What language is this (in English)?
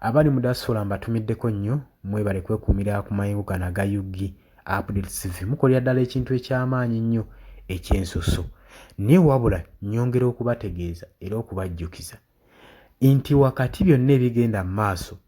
Ganda